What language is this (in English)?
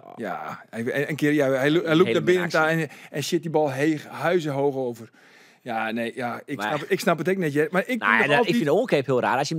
Western Frisian